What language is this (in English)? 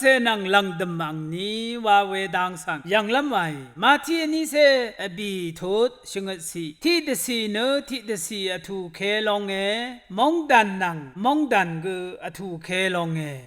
Rawang